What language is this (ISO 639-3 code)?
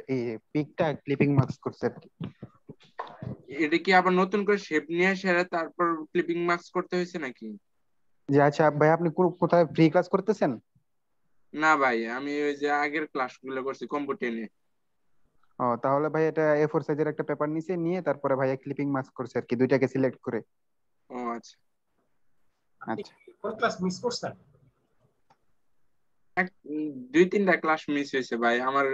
ben